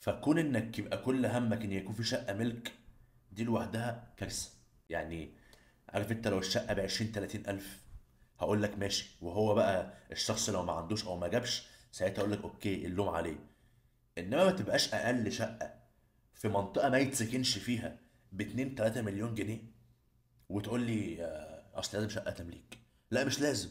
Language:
Egyptian Arabic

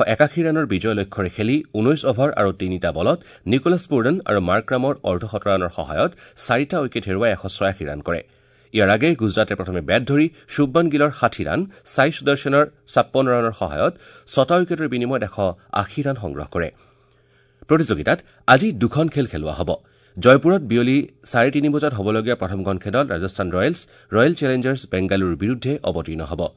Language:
Assamese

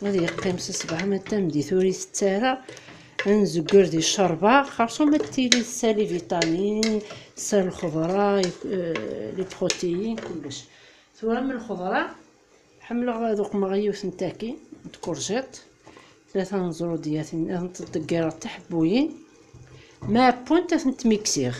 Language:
Kabyle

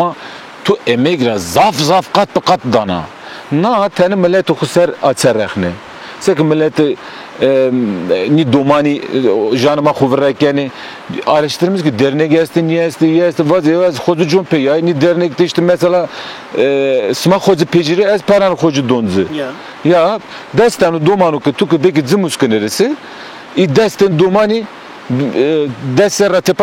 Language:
Zaza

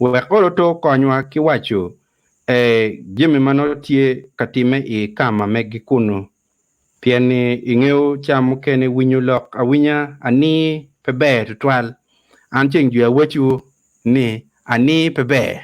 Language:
Acoli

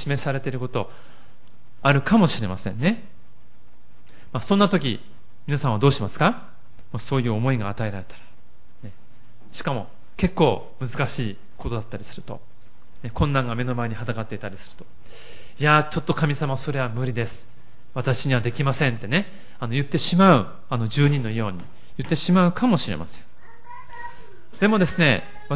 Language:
Japanese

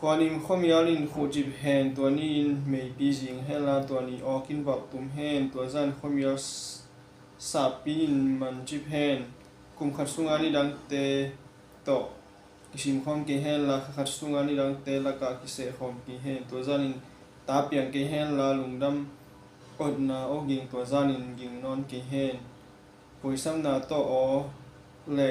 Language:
Tedim Chin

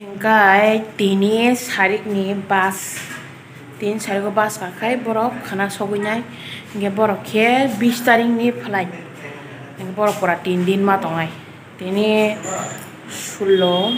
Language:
Kok Borok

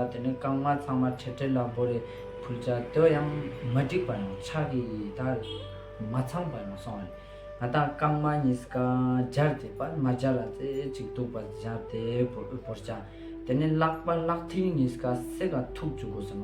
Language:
Ladakhi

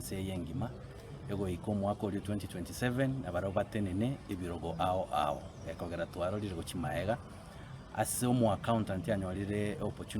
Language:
Gusii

